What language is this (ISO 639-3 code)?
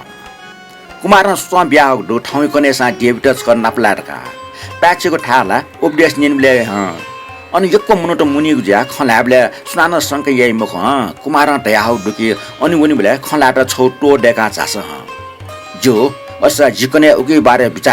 new